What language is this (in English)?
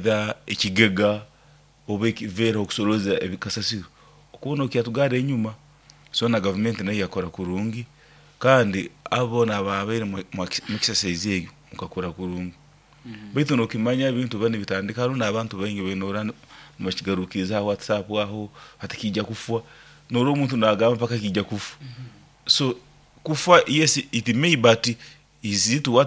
Nyoro